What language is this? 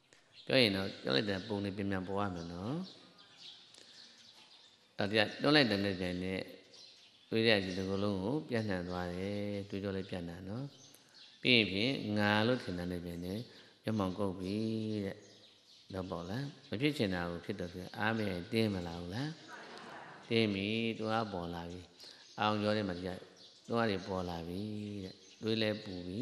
Burmese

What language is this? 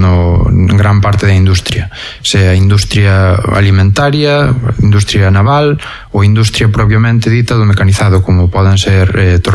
Galician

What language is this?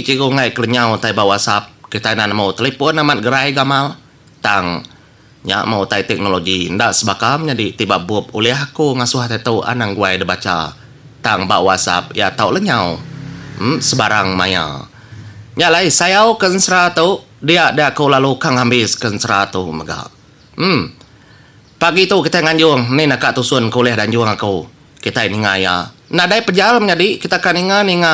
Iban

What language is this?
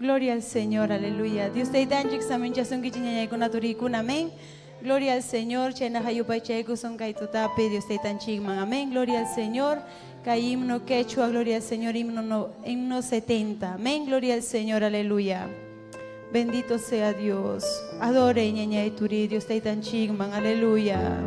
Ayacucho Quechua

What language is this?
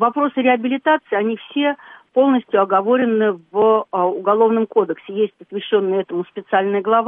Russian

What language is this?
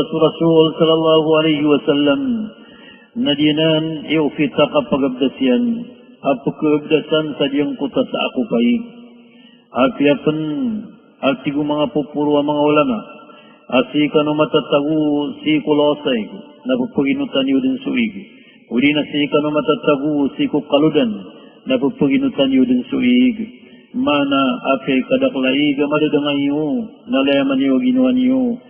Maranao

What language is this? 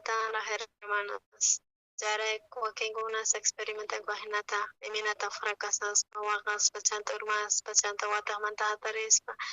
South Bolivian Quechua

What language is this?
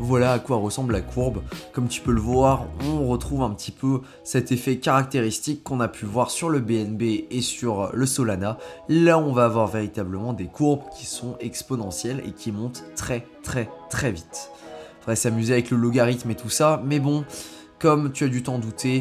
French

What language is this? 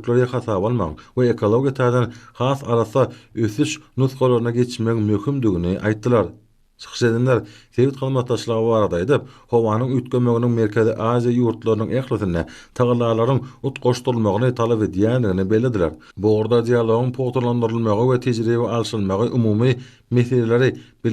Turkmen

